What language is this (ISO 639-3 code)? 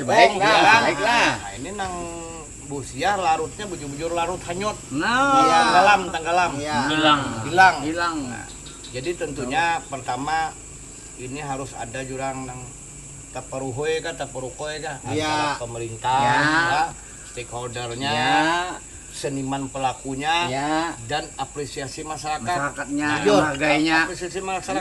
bjn